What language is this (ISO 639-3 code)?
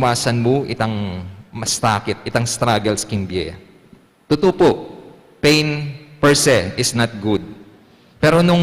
pam